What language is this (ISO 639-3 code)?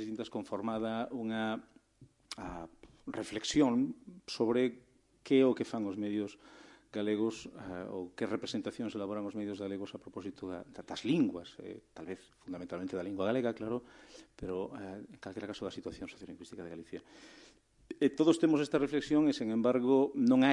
glg